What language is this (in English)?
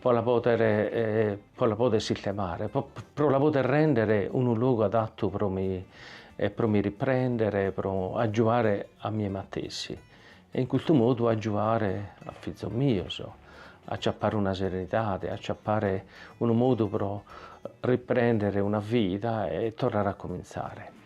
Sardinian